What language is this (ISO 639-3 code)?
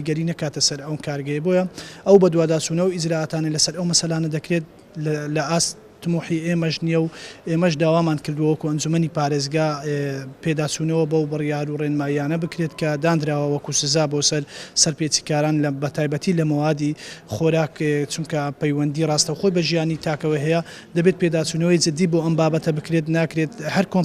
ckb